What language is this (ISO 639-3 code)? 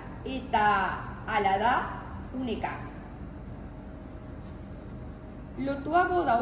eus